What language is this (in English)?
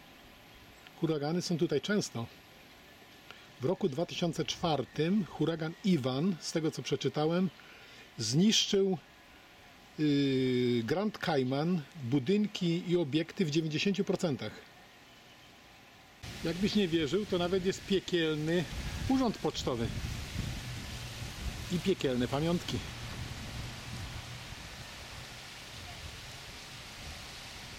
Polish